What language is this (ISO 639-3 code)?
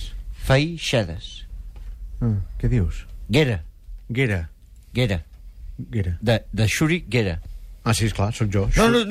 cat